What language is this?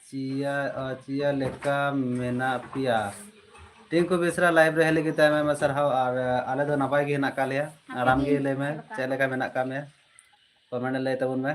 Santali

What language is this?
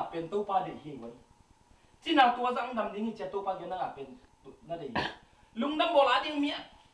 Tedim Chin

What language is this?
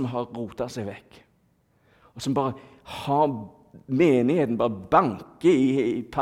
Norwegian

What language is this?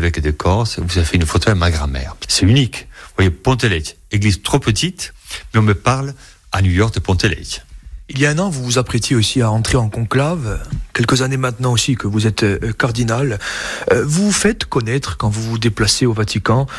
French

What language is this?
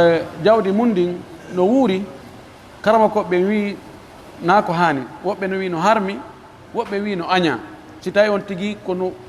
Pular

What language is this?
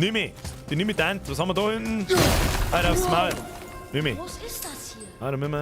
Bavarian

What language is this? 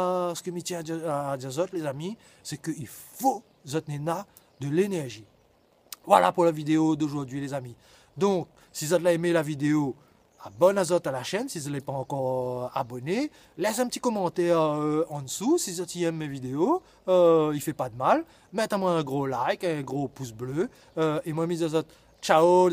Réunion Creole French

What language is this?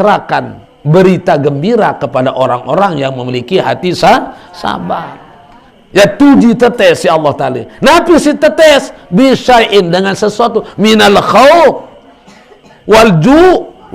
Sasak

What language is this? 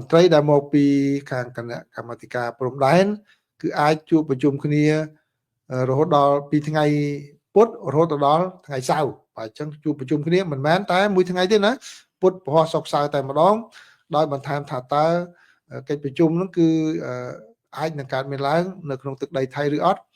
Khmer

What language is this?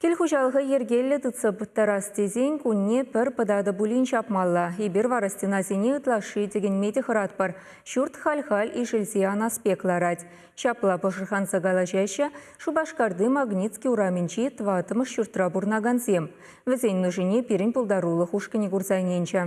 Chuvash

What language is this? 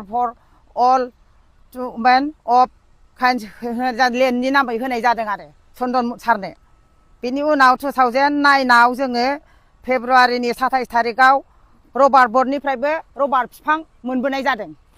Bodo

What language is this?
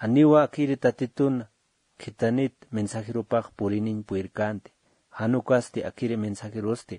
Aymara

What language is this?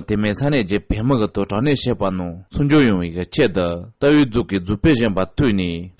Tibetan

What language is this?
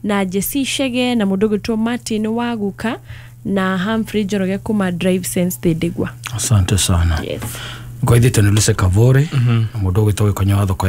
Kikuyu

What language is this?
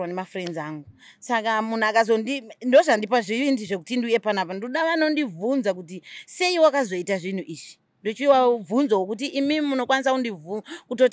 Shona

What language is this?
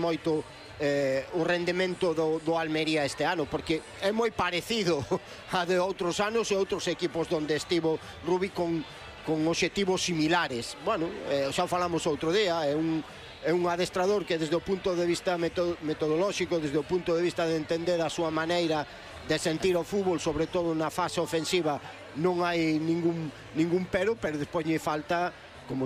Galician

